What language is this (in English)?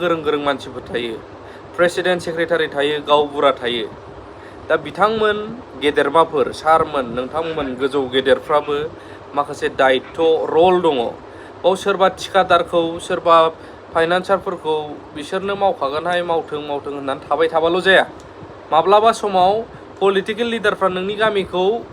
Bodo